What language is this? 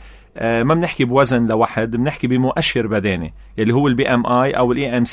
North Levantine Arabic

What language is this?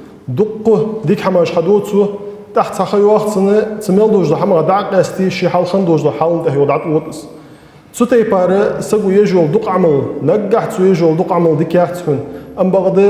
Ingush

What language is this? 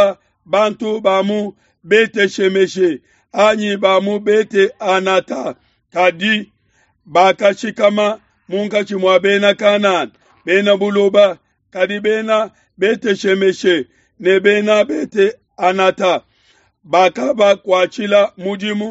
Luba-Lulua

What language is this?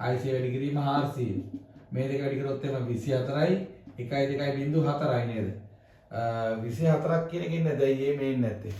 Sinhala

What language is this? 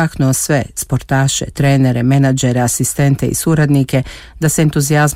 Croatian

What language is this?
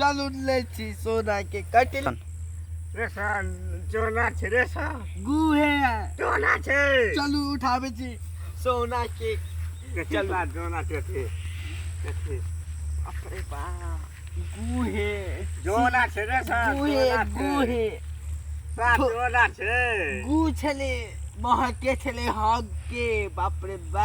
Maithili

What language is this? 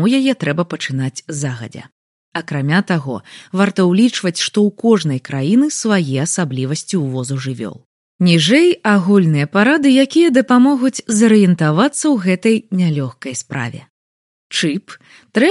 Belarusian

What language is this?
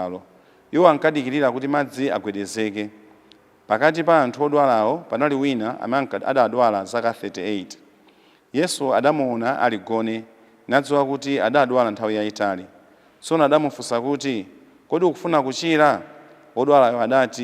Nyanja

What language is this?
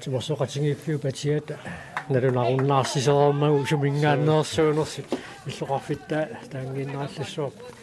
Kalaallisut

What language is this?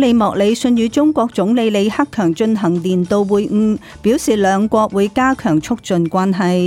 Cantonese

